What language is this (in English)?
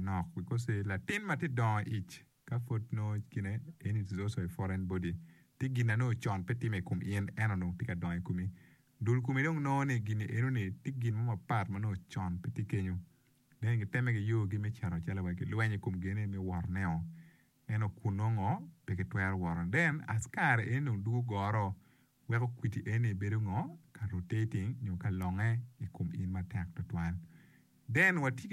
Acoli